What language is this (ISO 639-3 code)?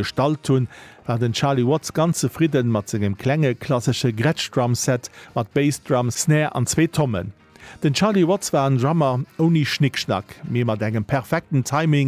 ltz